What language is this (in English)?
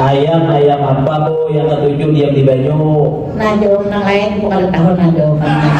Banjar